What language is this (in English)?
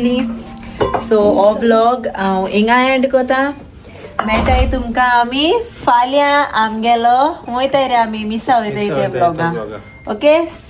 Konkani